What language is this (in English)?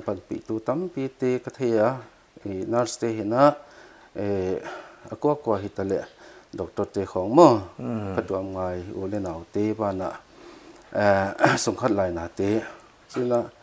Paite Chin